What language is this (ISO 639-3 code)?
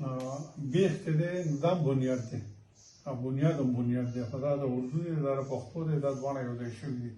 pus